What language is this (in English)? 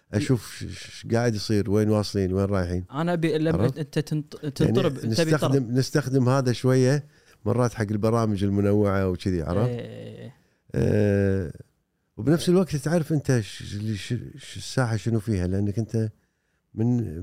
Gulf Arabic